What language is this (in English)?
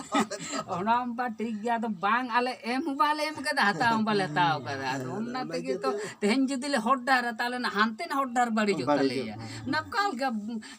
Santali